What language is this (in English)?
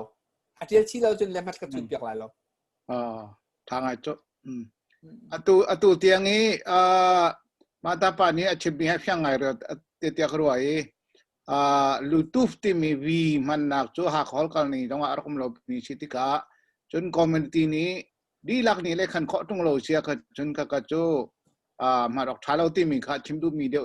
Hakha Chin